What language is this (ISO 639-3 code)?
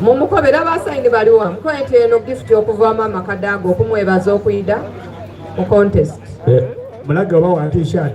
xog